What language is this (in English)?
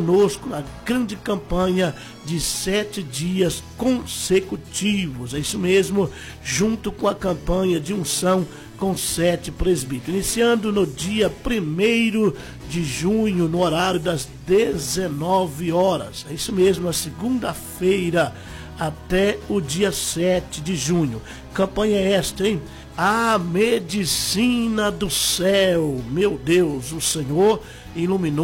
Portuguese